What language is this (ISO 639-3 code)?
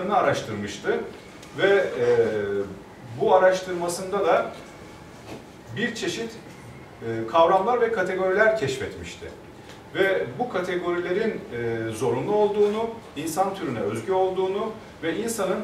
tur